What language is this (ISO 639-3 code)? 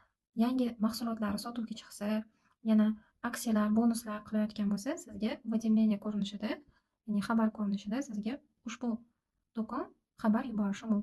uzb